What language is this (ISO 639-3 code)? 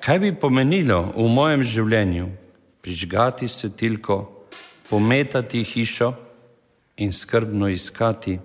slv